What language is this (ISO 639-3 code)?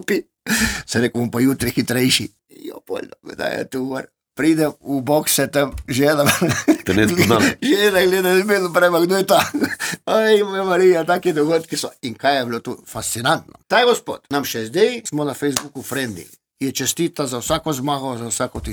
slv